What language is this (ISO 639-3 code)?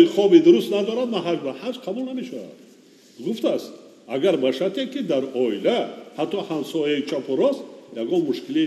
tgk